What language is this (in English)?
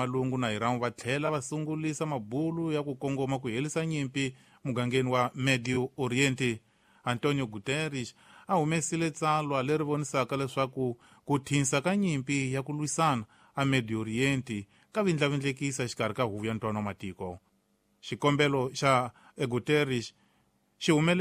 Tsonga